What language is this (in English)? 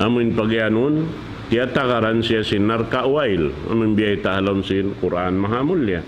Tausug